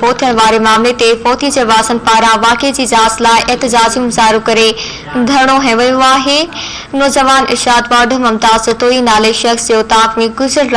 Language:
Sindhi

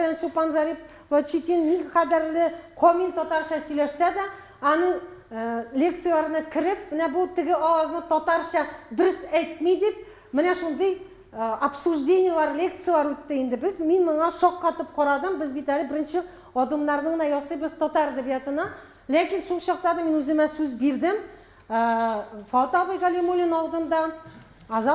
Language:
Tatar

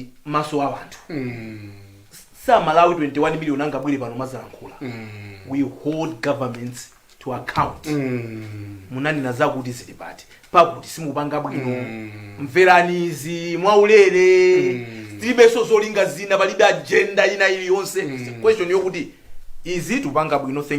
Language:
Nyanja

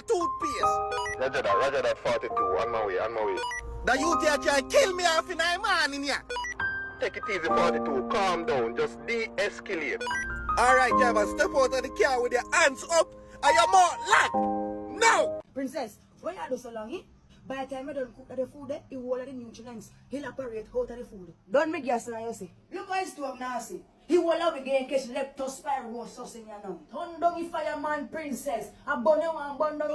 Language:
Jamaican Creole English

